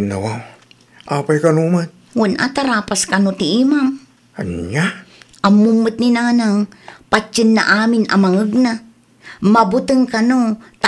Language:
Iloko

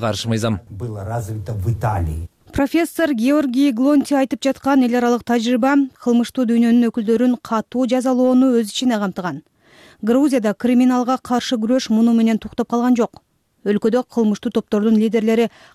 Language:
Kyrgyz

